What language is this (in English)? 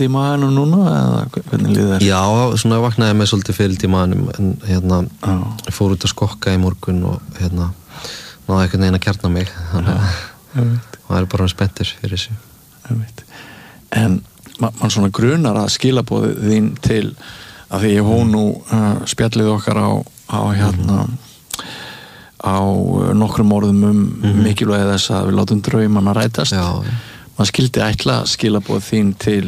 Icelandic